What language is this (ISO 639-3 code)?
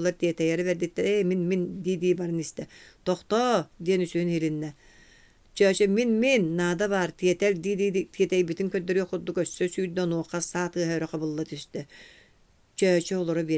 sah